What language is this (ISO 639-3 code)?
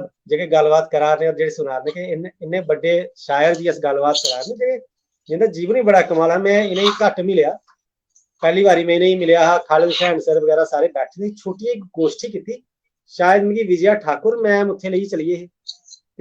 doi